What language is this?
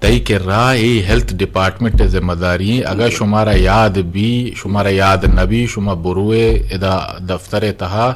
Eastern Balochi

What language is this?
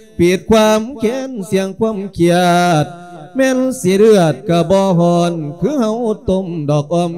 Lao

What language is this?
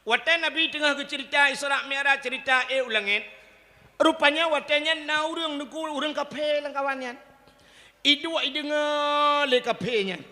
Achinese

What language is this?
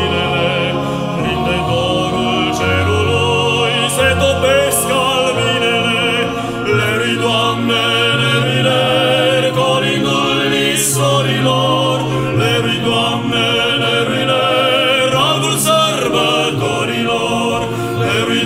Romanian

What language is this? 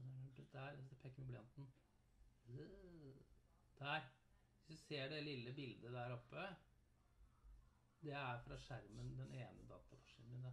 Norwegian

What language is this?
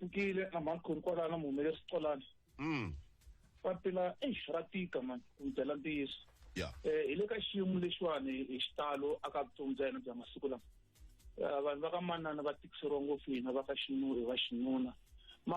Tsonga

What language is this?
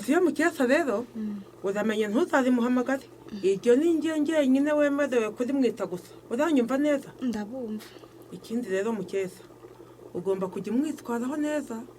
Kinyarwanda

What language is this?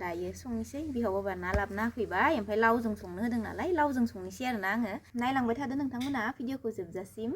Bodo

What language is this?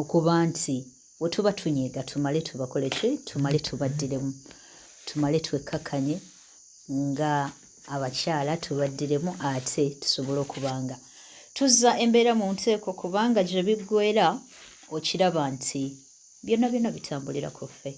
Ganda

